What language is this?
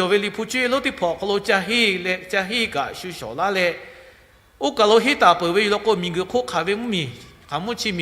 Lahu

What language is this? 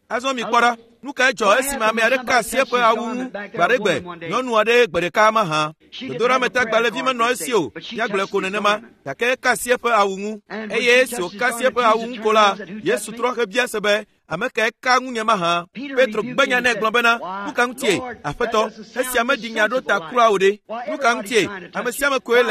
Ewe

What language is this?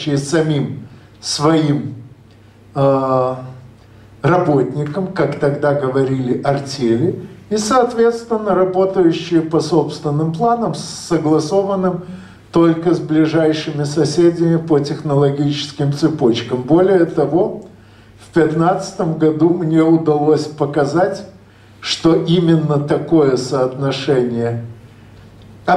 Russian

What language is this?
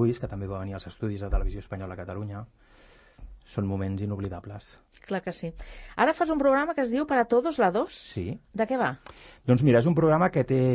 Catalan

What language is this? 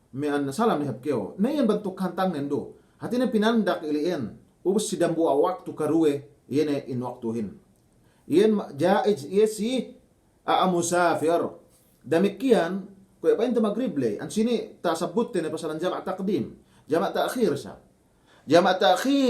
Yakan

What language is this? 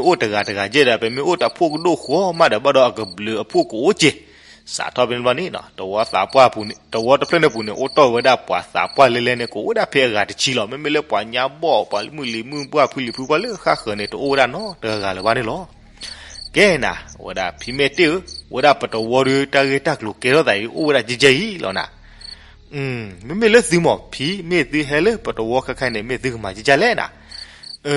S'gaw Karen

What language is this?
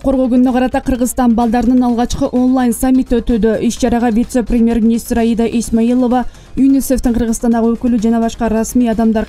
Kyrgyz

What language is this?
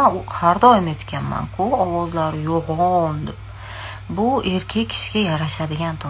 Uzbek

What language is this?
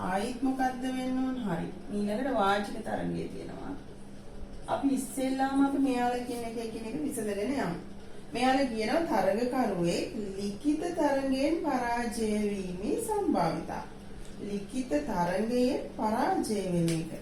Sinhala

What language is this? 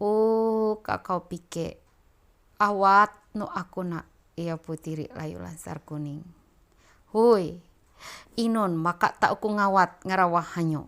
Ma'anyan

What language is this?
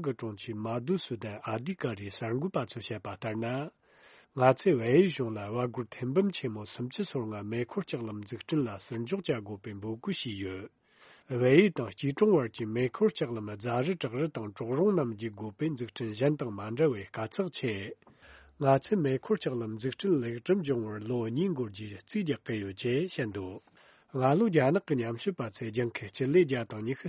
Tibetan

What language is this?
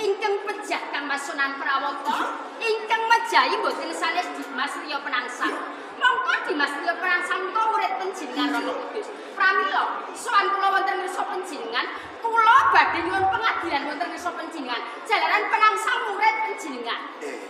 Javanese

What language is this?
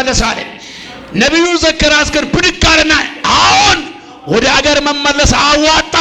Amharic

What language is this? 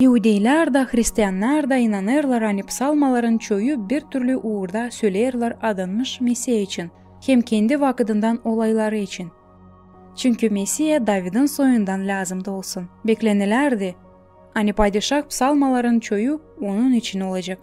Gagauz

